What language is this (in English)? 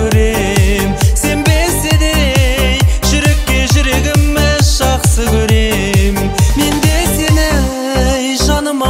Kazakh